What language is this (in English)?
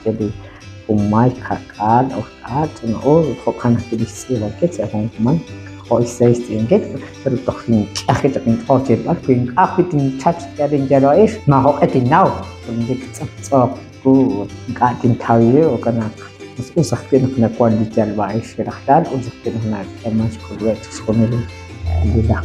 Kekchí